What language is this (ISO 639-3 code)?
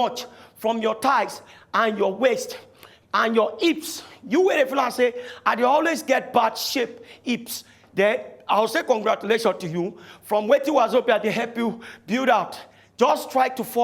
pcm